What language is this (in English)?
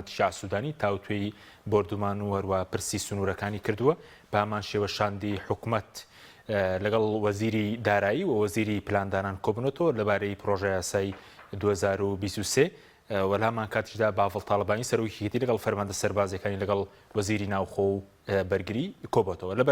Central Kurdish